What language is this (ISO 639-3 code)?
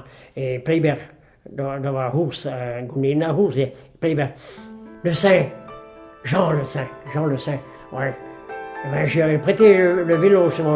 bre